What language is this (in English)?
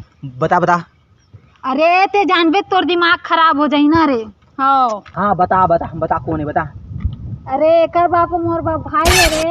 Chhattisgarhi